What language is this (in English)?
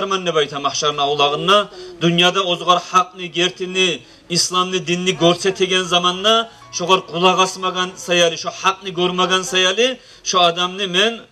Kumyk